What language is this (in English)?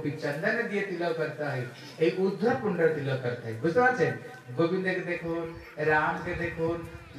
Bangla